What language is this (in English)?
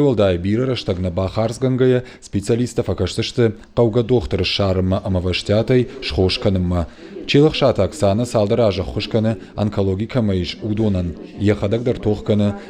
Ossetic